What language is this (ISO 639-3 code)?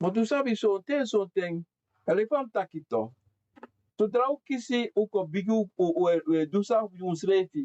srn